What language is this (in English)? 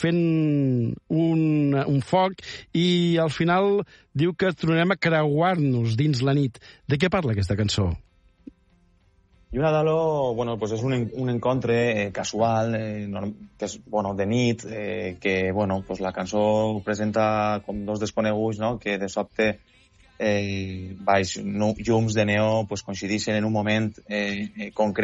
Catalan